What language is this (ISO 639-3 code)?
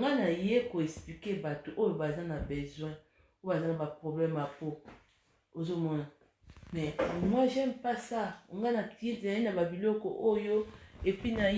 lin